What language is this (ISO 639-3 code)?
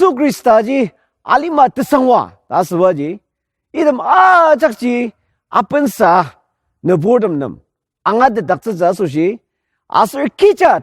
njo